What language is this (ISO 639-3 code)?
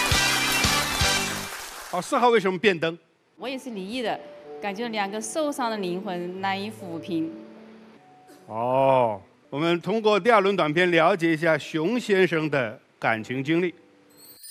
zho